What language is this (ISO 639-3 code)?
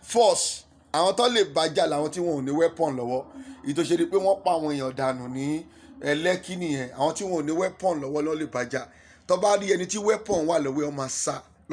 yor